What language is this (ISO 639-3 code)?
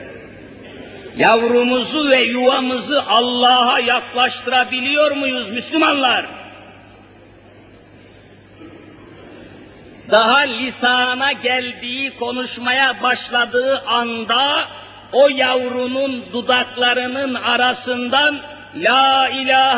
tur